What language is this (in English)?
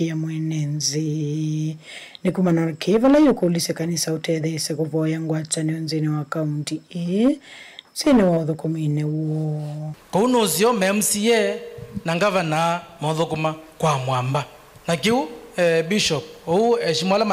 Kamba